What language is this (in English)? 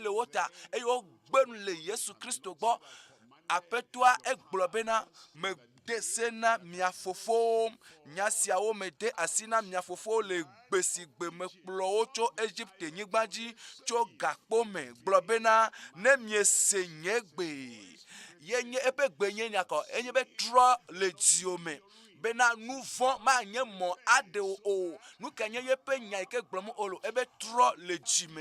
Ewe